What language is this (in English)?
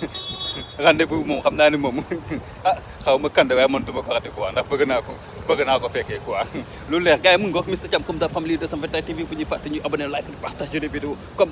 Wolof